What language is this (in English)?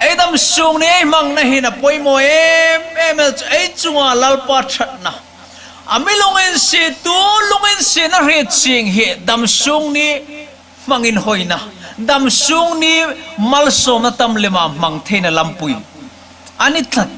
Hmar